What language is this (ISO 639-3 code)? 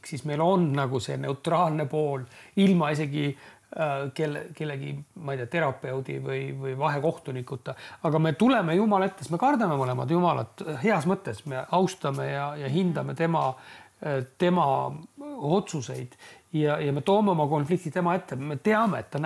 est